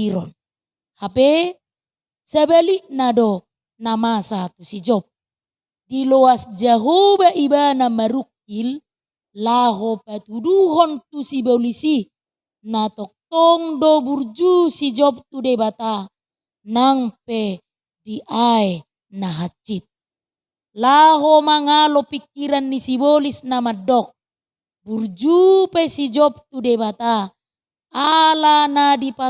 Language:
Batak Toba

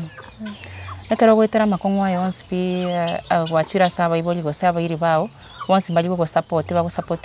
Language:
Gusii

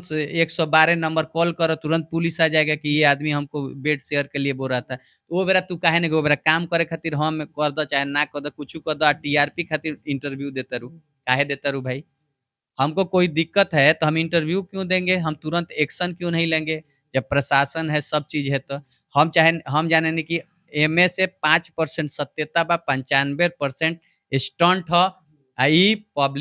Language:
Bhojpuri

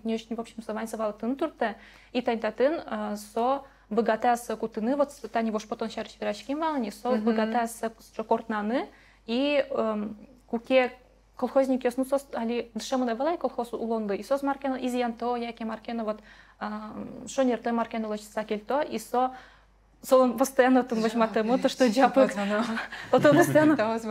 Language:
Udmurt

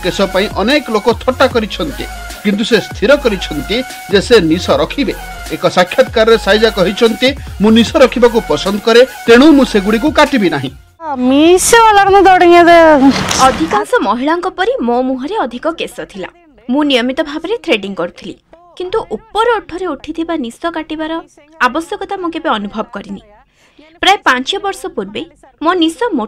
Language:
Odia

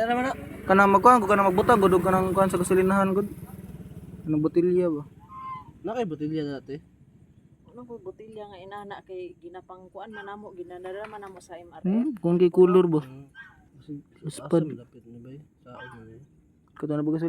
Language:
Cebuano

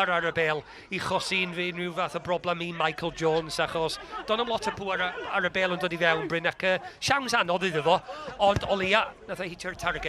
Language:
Welsh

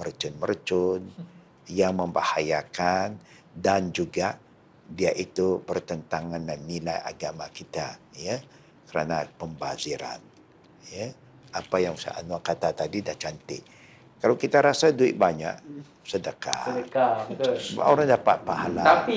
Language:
Malay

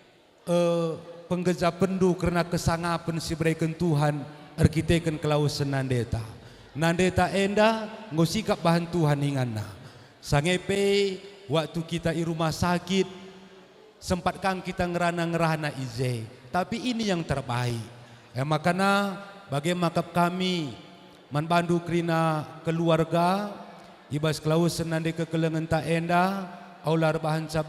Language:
Batak Karo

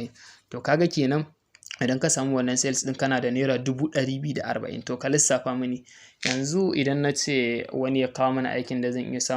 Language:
Hausa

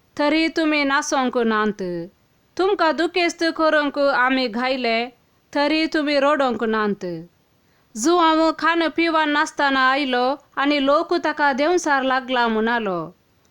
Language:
Konkani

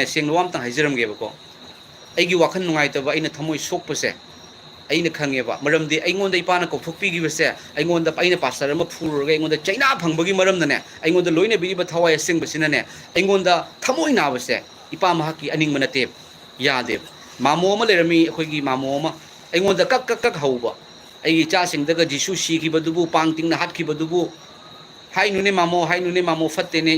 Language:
Manipuri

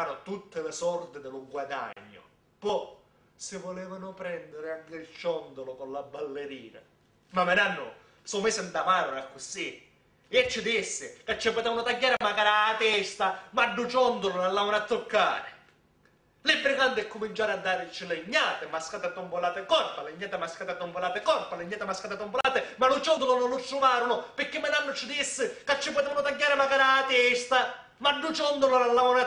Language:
Sicilian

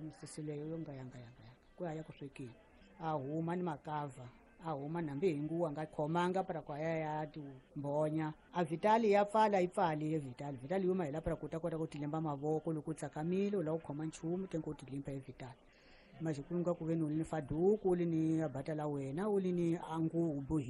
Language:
Tsonga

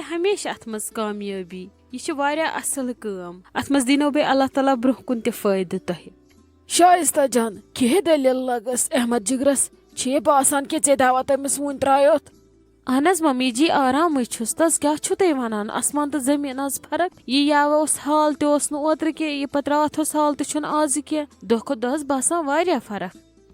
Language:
Kashmiri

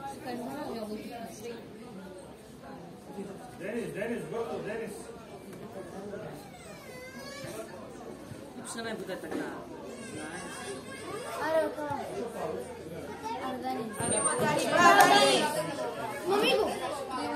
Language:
Bulgarian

